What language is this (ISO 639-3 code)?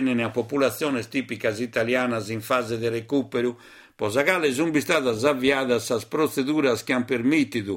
srd